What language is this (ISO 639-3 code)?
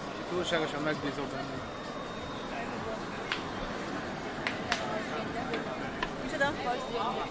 hun